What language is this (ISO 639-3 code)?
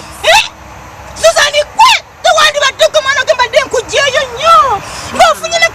lug